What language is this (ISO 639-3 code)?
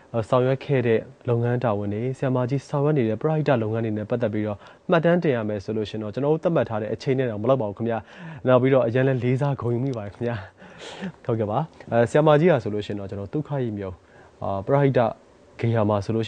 mya